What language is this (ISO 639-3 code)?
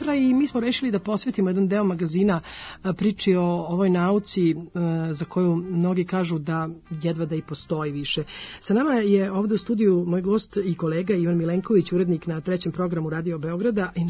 srp